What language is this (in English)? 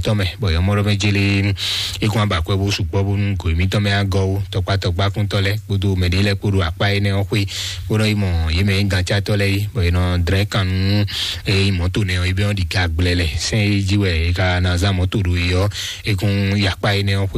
Fon